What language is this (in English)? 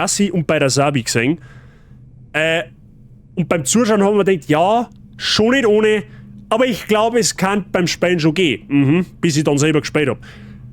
Bavarian